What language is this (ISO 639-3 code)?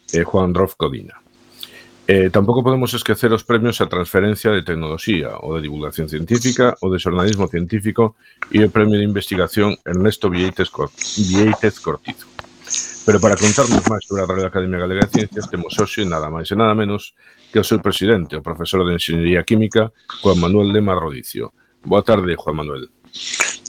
glg